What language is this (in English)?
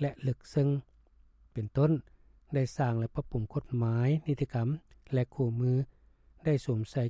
Lao